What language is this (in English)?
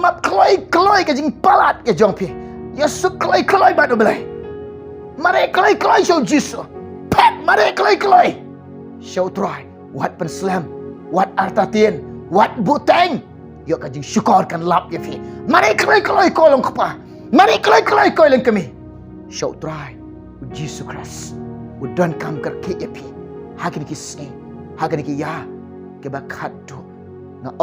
Khasi